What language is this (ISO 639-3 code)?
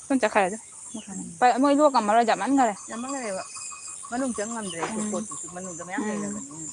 mni